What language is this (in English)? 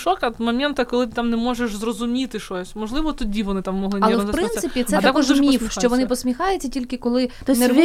Ukrainian